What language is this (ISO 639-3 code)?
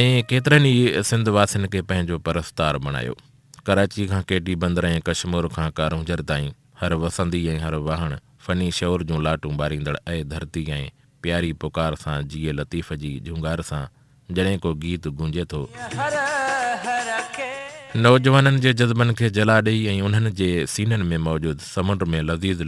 snd